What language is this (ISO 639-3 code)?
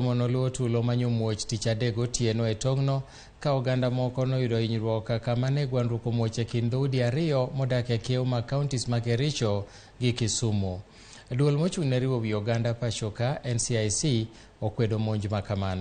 luo